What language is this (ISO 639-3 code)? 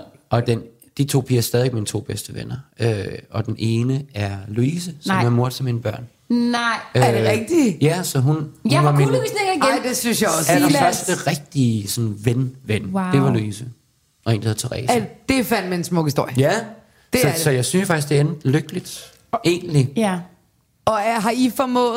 dan